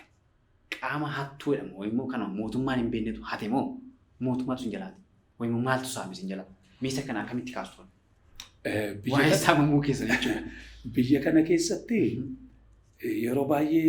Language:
Oromo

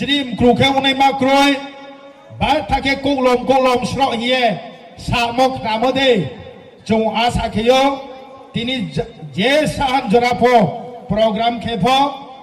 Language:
Riang (India)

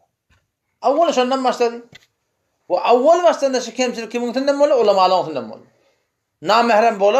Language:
Turkmen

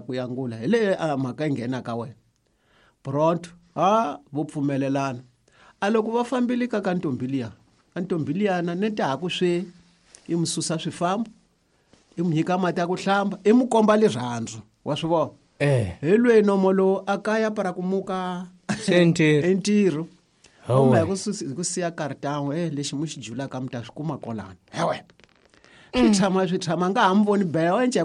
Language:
Tsonga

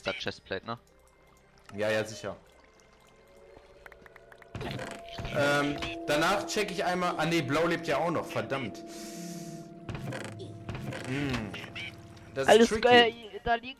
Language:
German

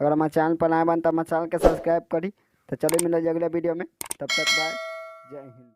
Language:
Bhojpuri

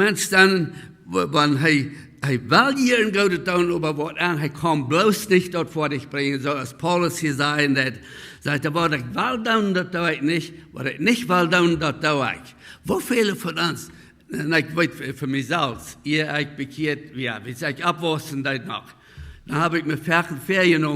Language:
Plautdietsch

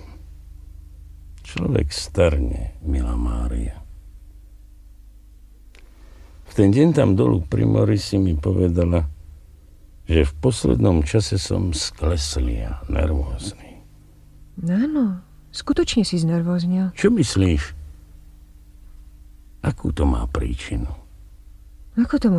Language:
Slovak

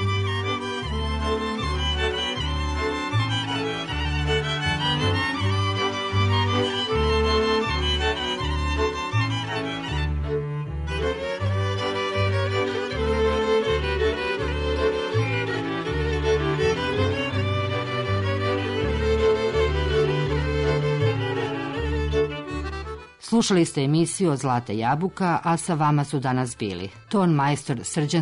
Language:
Serbian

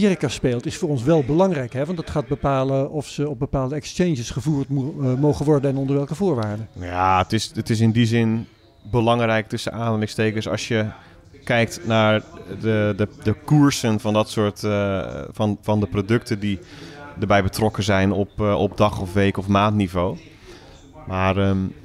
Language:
Dutch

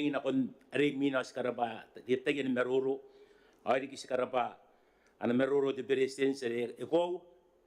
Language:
Gilbertese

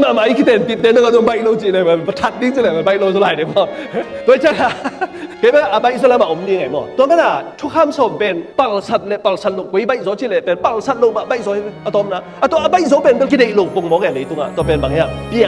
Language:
Tedim Chin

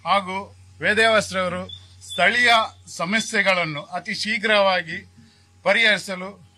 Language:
Kannada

